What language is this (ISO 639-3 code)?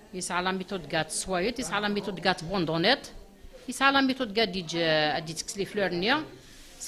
kab